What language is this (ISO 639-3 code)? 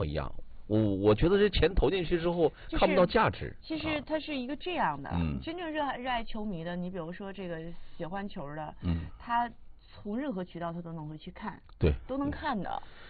zho